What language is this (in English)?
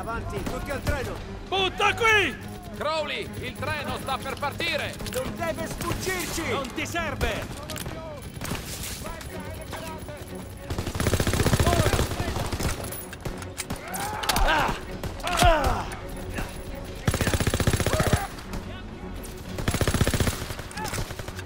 Italian